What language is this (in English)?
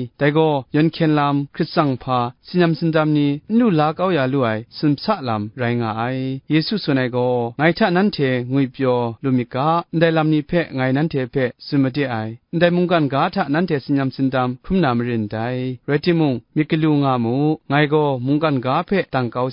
Kachin